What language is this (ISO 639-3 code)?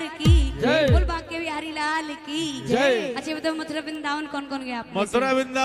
bgc